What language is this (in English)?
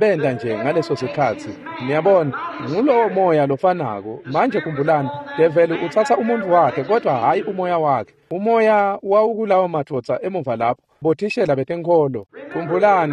Swati